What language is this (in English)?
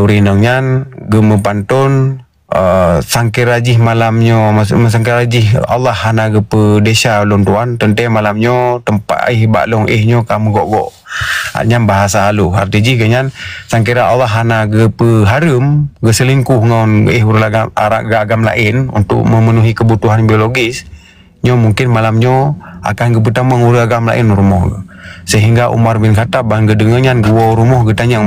Achinese